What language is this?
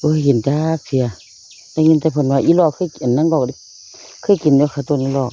Northeastern Thai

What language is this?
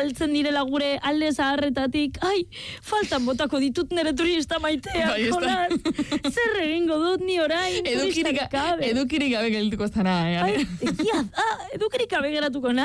Basque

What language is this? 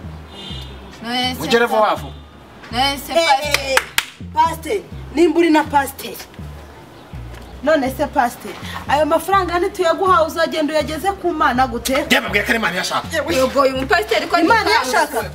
Kinyarwanda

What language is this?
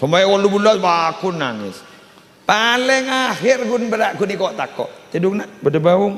Madurese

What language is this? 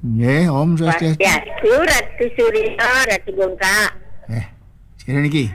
Balinese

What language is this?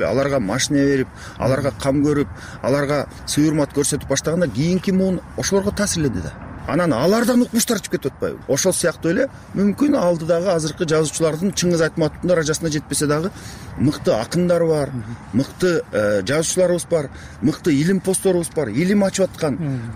Kyrgyz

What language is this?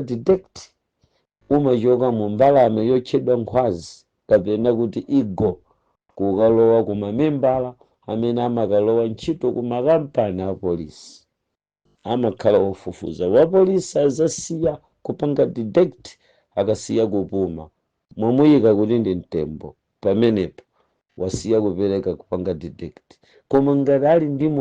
Nyanja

